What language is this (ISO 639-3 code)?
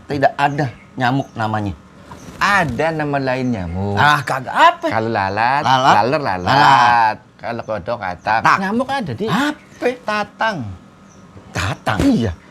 bew